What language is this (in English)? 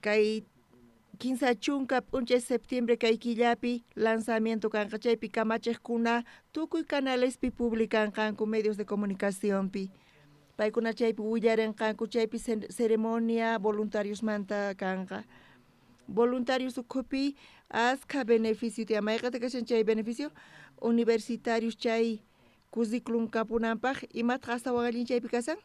South Bolivian Quechua